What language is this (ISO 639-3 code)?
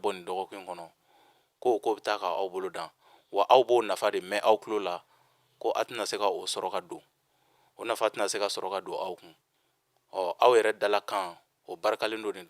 bam